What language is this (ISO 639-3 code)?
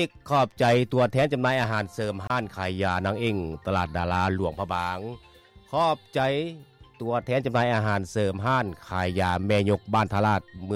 lao